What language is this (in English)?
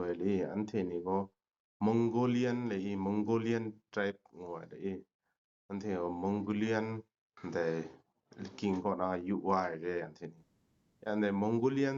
Kachin